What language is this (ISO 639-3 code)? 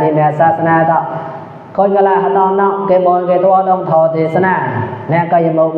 mnw